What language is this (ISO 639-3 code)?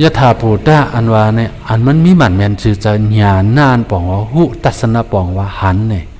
shn